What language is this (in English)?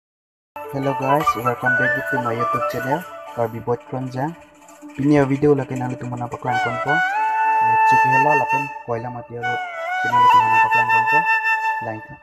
Karbi